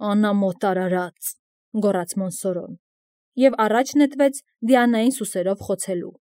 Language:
Armenian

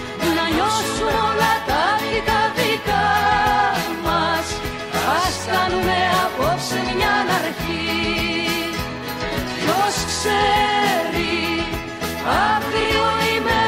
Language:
Greek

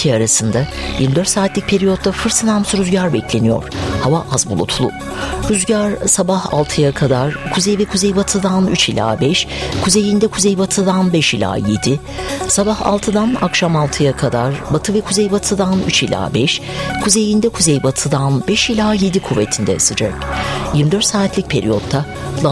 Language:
Turkish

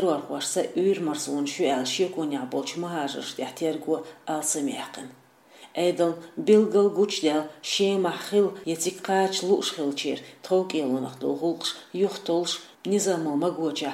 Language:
Chechen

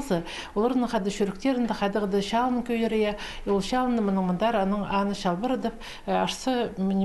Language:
Khakas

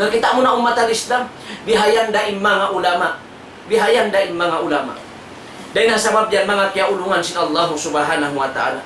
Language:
Tausug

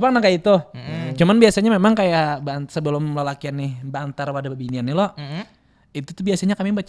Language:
Banjar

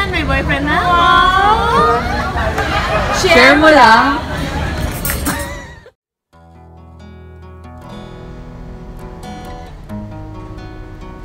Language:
Filipino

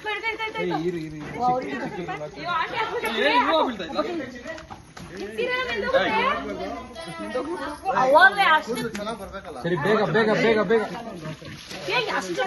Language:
Kannada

